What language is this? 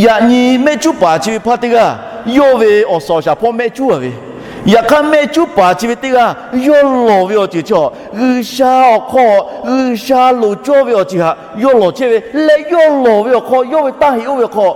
Lahu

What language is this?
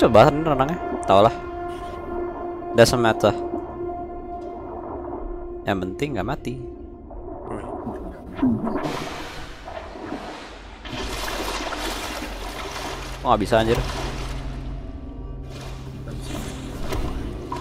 Indonesian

